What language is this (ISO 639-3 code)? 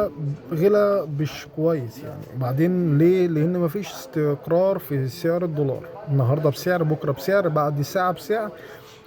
arz